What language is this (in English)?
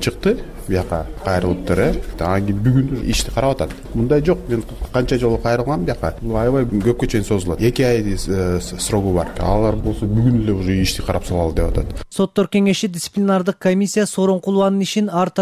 Kyrgyz